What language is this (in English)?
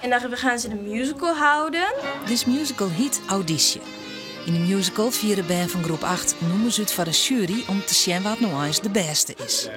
Western Frisian